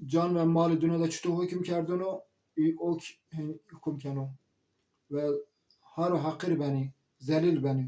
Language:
Zaza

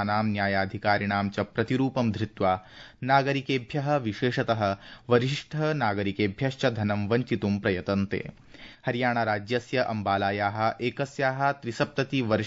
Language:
Sanskrit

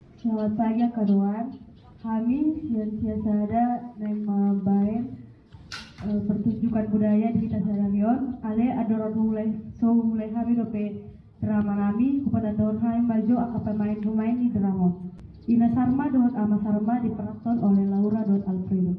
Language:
Batak Toba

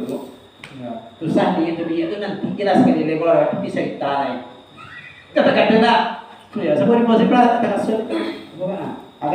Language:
Minangkabau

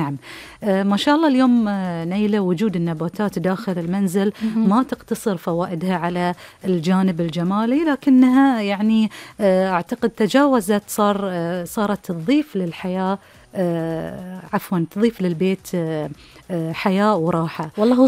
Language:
Gulf Arabic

